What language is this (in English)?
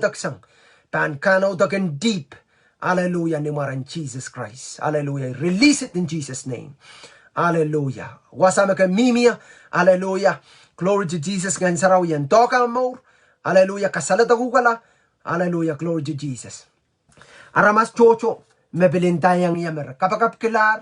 Pohnpeian